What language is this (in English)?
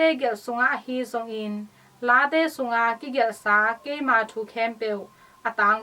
Tedim Chin